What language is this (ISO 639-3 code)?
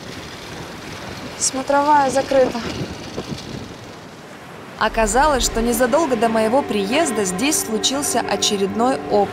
rus